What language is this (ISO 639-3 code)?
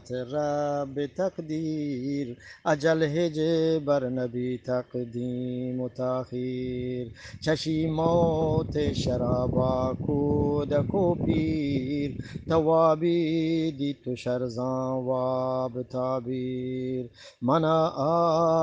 bgp